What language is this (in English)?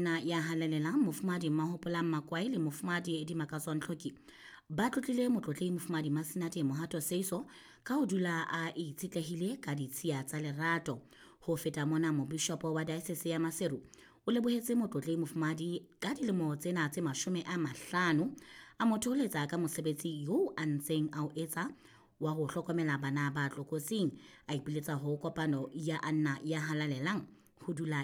Southern Sotho